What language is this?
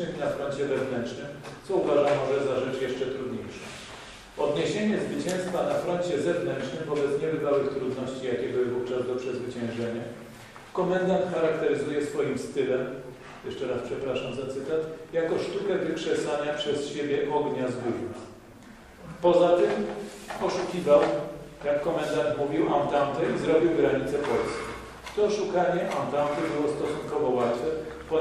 Polish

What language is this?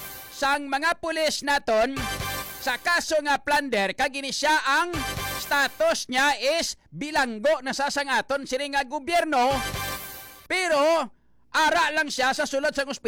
Hiligaynon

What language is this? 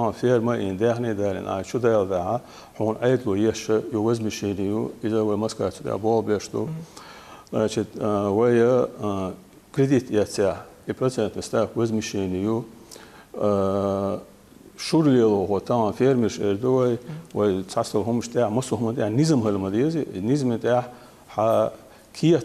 Chechen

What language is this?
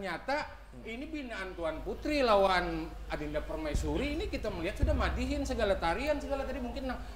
Banjar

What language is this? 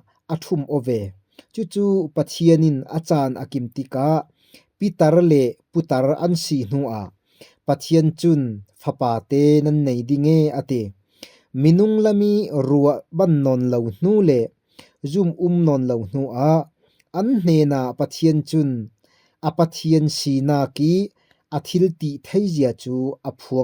Falam Chin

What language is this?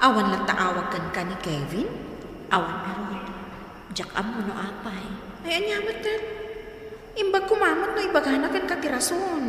Iloko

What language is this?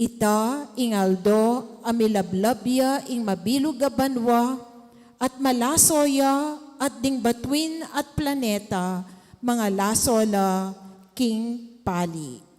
Pampanga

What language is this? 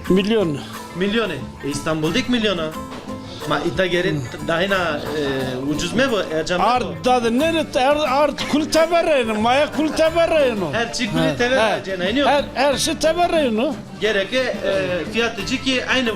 Zaza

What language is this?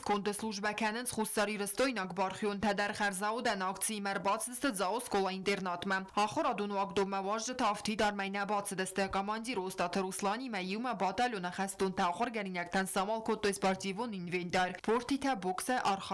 Ossetic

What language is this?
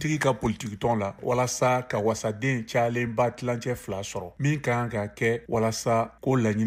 Bambara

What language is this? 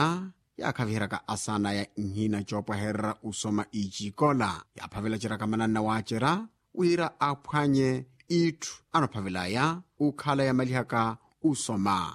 Makhuwa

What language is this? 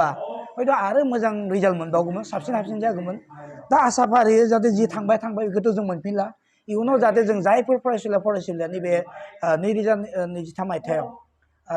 Bodo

